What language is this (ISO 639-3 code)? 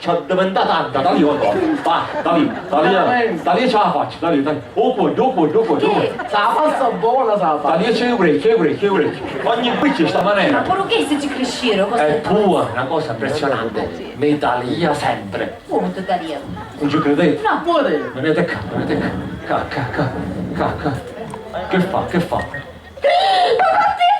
scn